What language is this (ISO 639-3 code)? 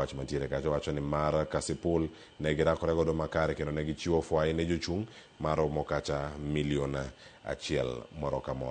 luo